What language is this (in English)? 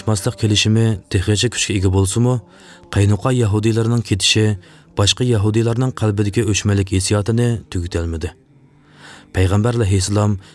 Uyghur